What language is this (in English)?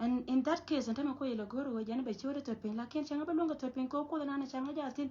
Nuer